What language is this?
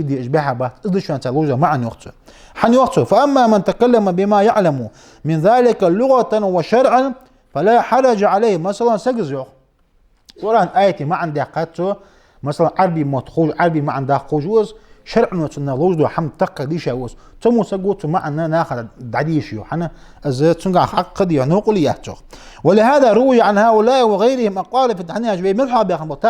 Ingush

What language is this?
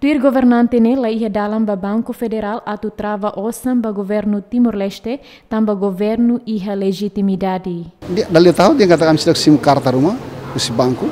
Tetum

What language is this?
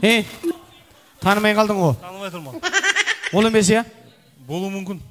Kara-Kalpak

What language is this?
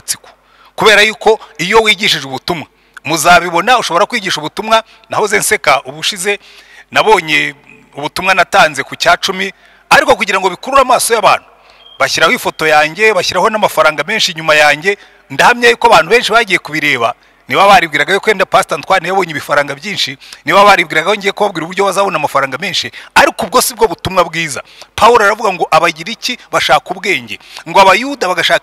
Kinyarwanda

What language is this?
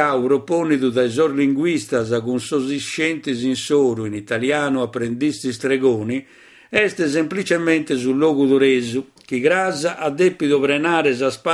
Sardinian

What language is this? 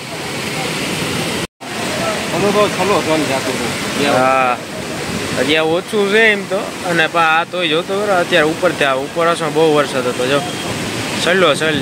Gujarati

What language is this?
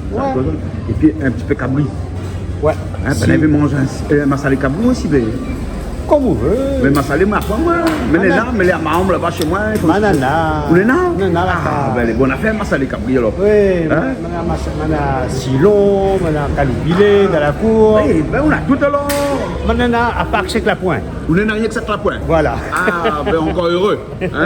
Réunion Creole French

